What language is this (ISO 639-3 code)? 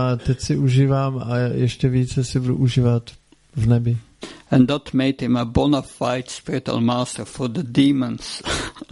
ces